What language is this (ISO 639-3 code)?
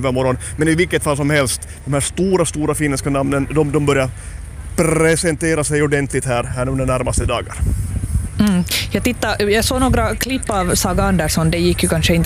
swe